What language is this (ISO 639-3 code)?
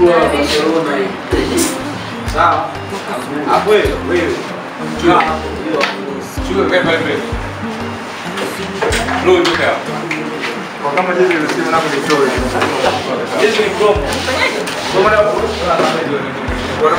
swa